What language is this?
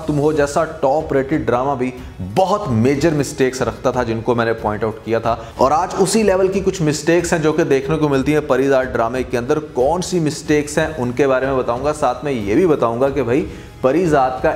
Hindi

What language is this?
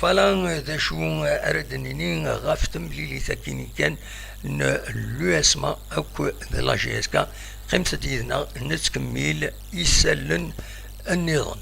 Kabyle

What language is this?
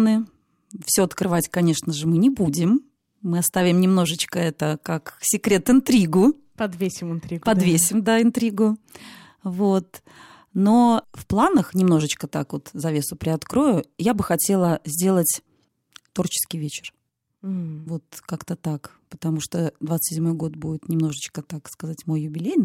Russian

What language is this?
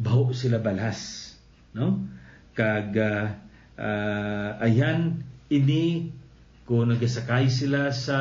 Hiligaynon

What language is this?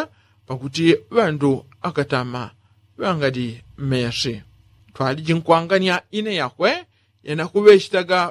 Yao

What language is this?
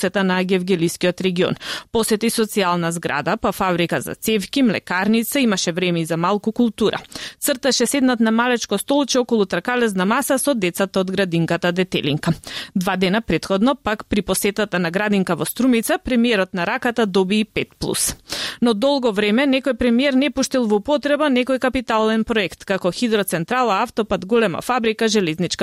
Macedonian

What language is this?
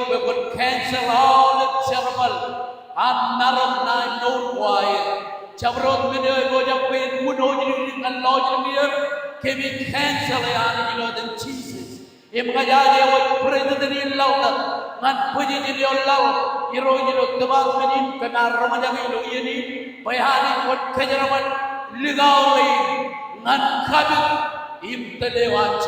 Marshallese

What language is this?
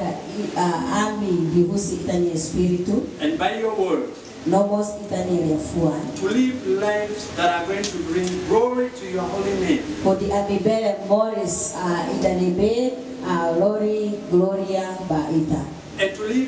Tetum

